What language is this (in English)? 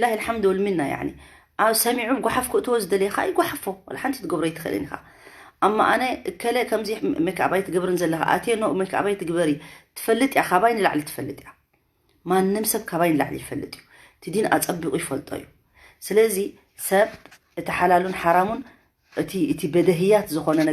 Tigrinya